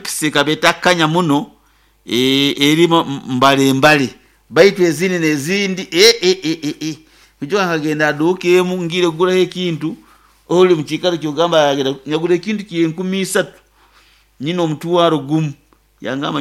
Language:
Nyoro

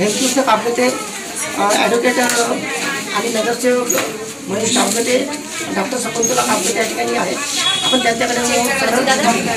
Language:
Marathi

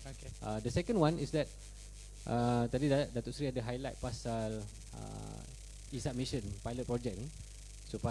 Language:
Malay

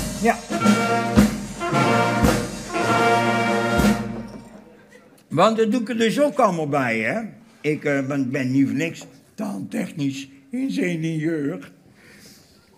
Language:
Dutch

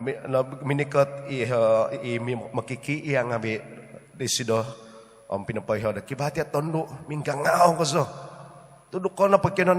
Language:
Central Dusun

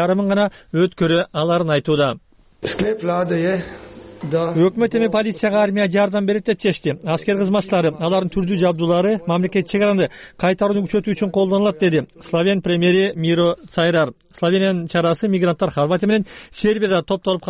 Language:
Kyrgyz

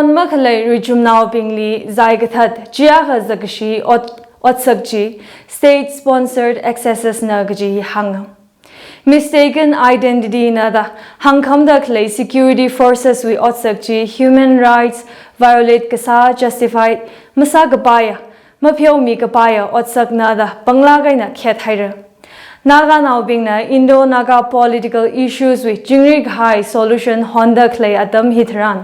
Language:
Tangkhul Naga (India)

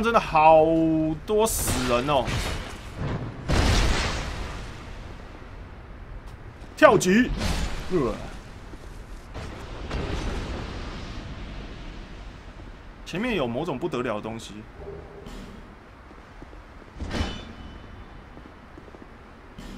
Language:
Chinese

